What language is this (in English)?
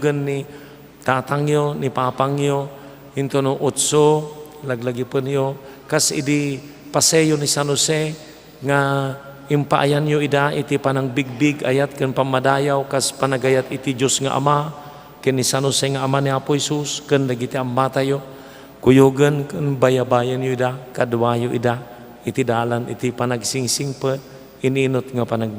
Iloko